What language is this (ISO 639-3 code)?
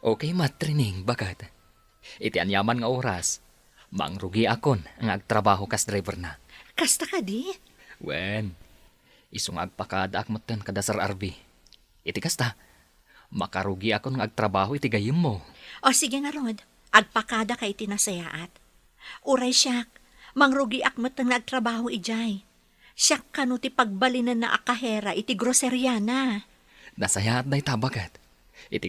ilo